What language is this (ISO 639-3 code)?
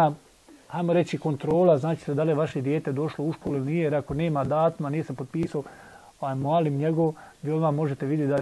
bos